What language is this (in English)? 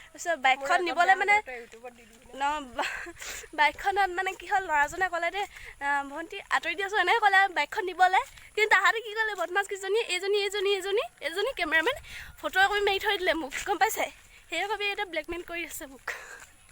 Assamese